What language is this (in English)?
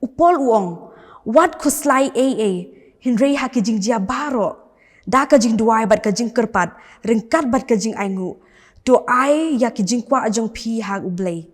Khasi